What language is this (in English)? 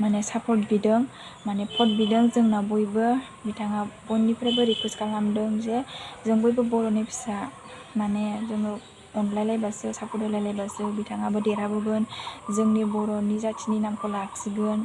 Bodo